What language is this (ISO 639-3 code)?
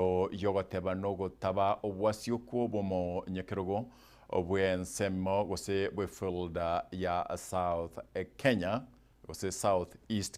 guz